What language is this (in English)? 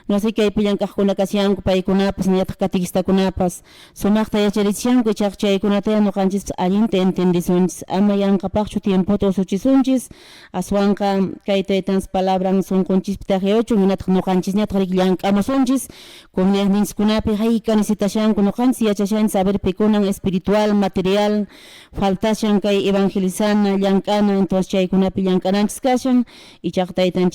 Quechua